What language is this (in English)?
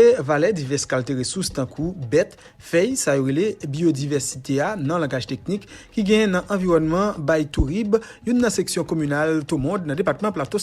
Haitian Creole